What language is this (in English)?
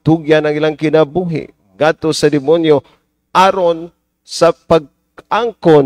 Cebuano